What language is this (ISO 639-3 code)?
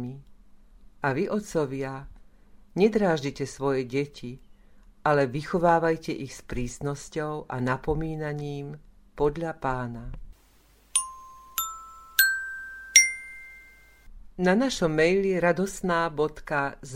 slk